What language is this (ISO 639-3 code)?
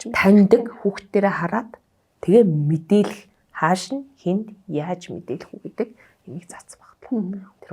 mon